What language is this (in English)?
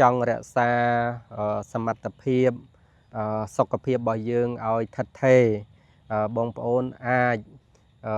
Khmer